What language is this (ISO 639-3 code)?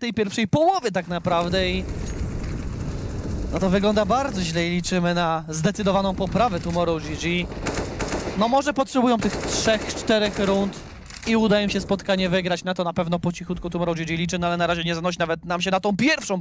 pol